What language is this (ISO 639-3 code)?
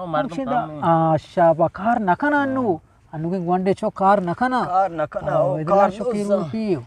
bgp